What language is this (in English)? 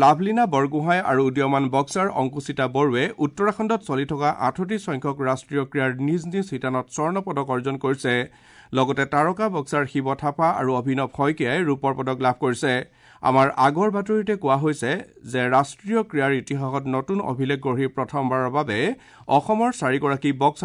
Assamese